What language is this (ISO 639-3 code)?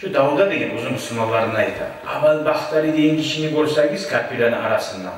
kum